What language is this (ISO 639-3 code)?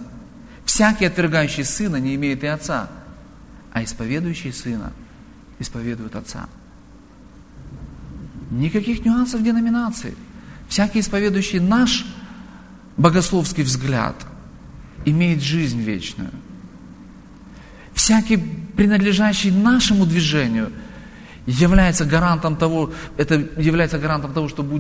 rus